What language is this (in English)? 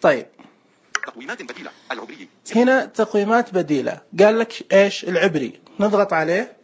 Najdi Arabic